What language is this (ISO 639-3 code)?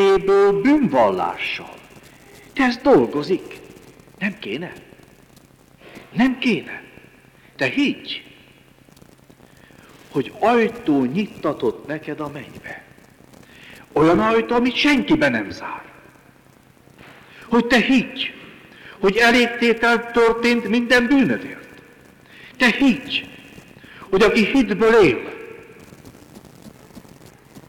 hun